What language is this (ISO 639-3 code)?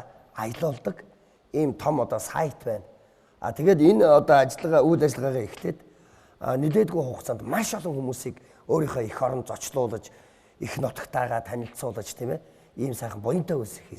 mon